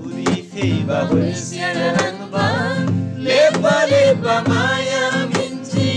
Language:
Eastern Tamang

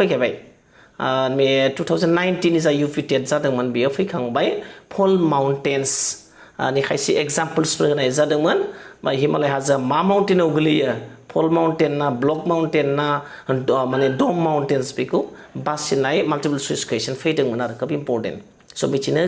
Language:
Bodo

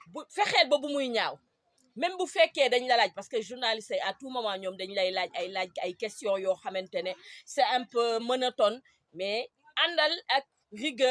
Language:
Wolof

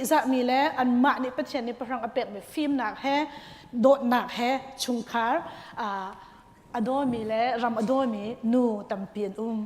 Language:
Hakha Chin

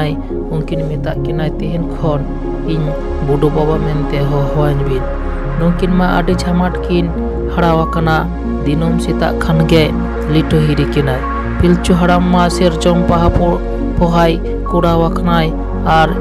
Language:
Santali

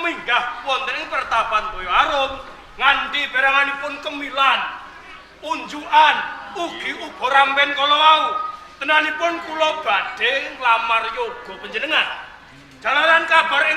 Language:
Javanese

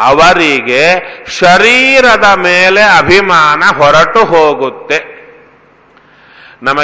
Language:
Kannada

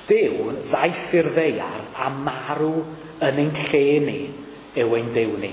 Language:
Welsh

